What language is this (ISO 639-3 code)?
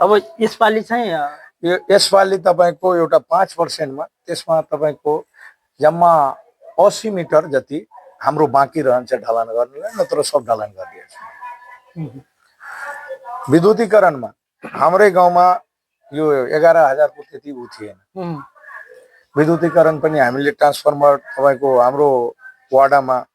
nep